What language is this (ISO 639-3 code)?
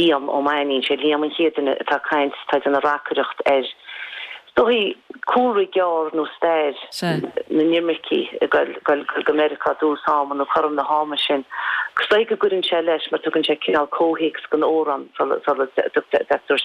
gle